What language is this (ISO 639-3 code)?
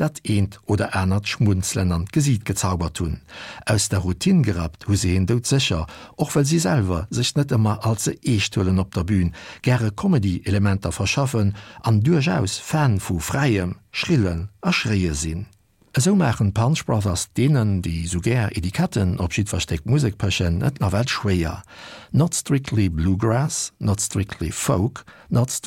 ltz